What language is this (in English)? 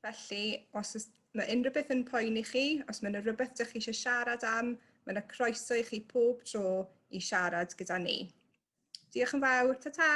Welsh